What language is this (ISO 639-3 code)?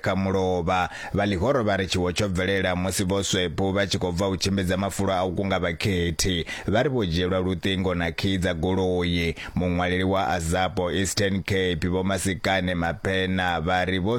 ven